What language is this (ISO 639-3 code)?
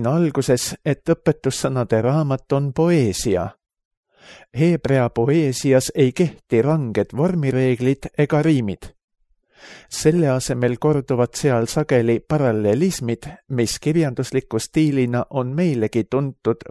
est